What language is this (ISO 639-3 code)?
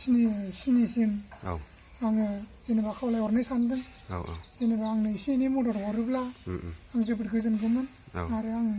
brx